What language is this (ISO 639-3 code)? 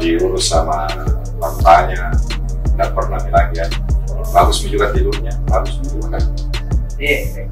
mfp